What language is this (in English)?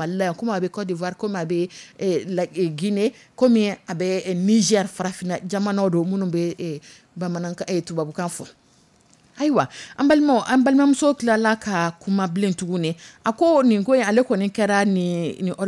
Dyula